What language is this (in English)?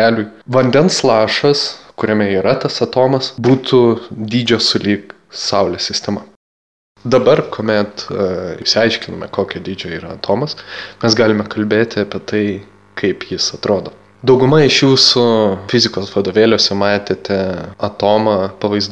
Lithuanian